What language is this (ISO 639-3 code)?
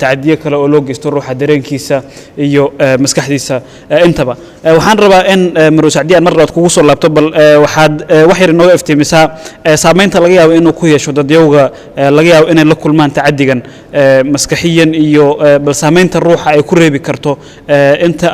som